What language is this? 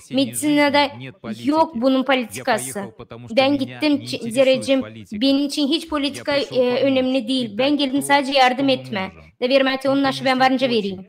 Gagauz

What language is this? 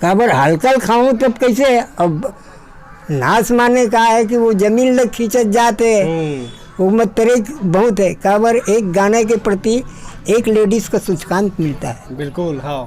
Chhattisgarhi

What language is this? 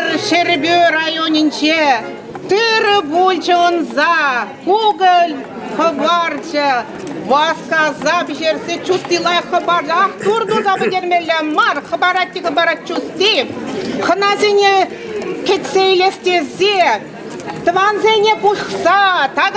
Chuvash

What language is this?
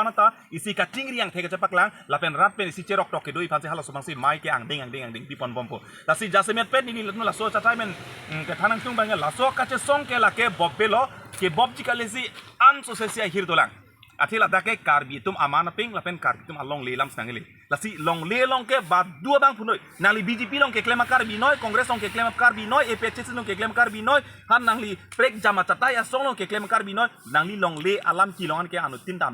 Karbi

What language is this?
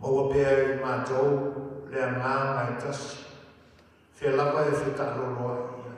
Samoan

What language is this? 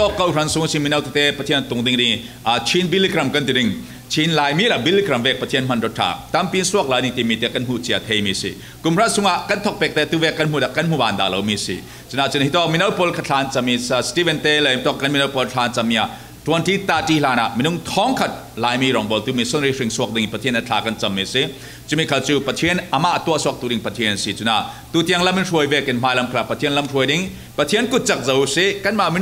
Falam Chin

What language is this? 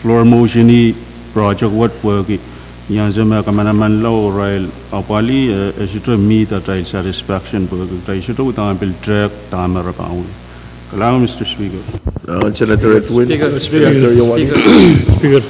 Pohnpeian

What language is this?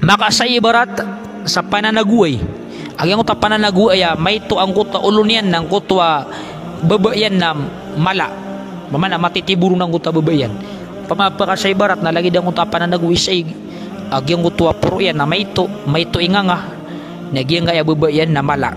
Maranao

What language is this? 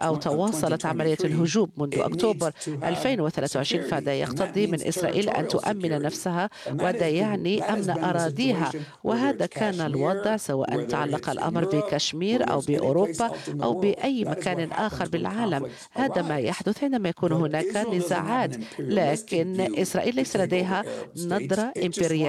Arabic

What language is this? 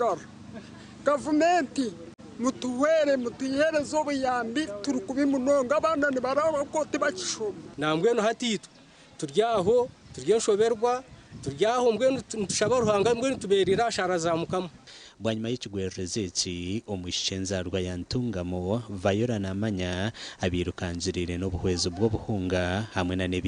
Nyankole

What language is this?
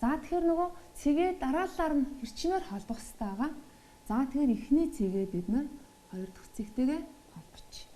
Mongolian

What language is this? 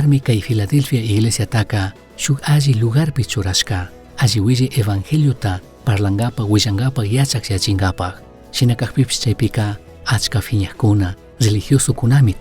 Chimborazo Highland Quichua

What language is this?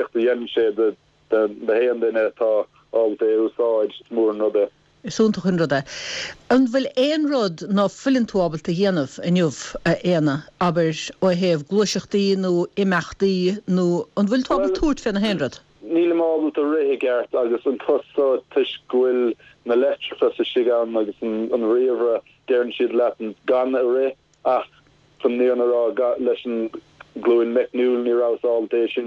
Irish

